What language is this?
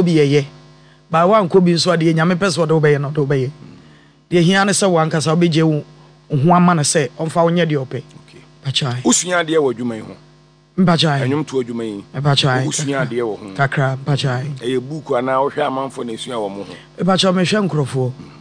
Akan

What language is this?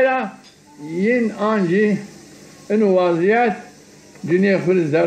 Zaza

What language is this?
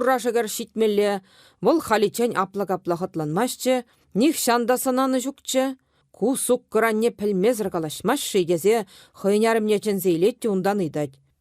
Chuvash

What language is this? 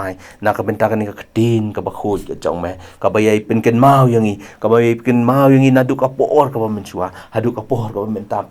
Khasi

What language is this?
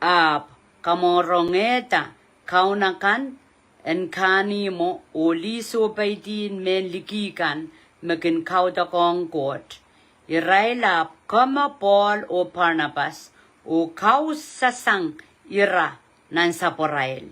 Pohnpeian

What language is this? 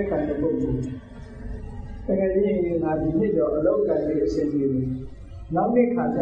Burmese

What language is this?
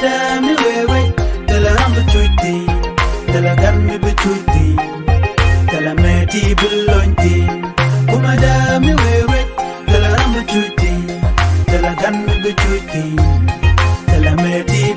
Nuer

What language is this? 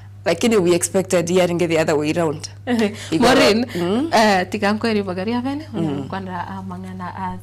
Gusii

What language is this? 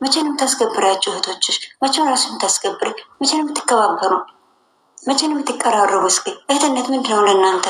Amharic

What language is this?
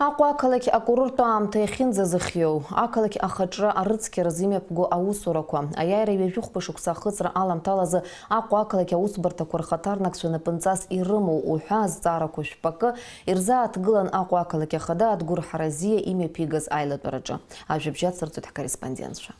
Abkhazian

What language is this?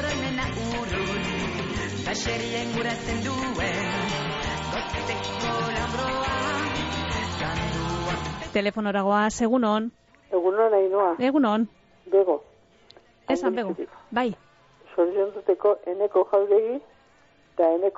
Basque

